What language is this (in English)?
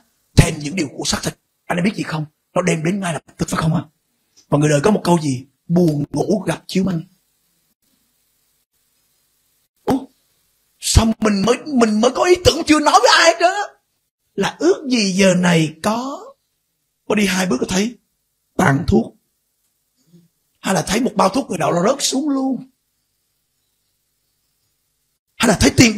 Vietnamese